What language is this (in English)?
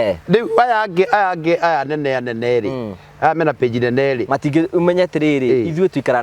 Kikuyu